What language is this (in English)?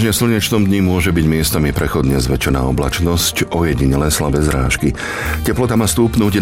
Slovak